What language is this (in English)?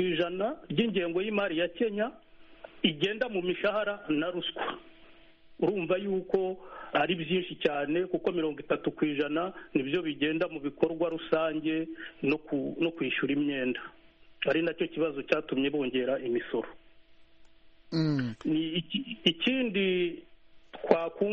Kinyarwanda